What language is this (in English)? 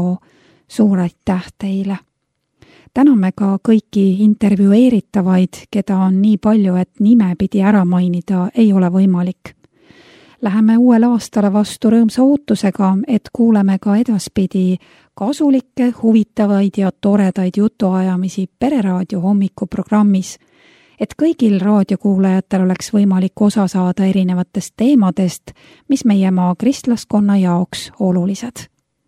Estonian